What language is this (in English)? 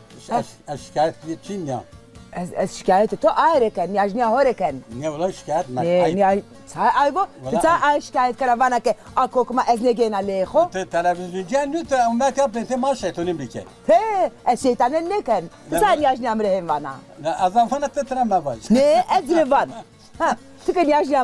Zaza